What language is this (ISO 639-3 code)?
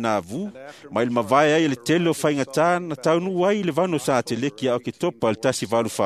smo